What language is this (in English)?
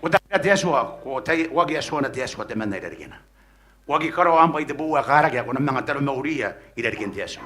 Gilbertese